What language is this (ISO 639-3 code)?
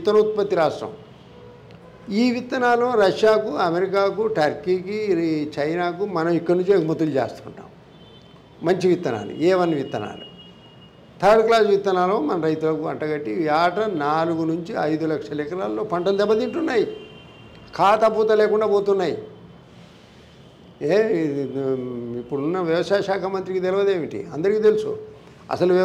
tel